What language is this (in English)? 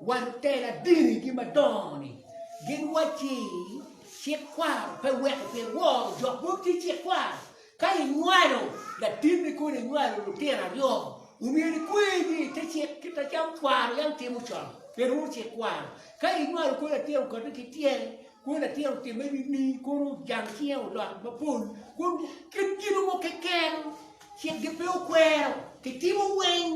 Acoli